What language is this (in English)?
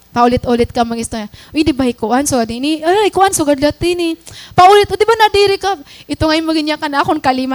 Waray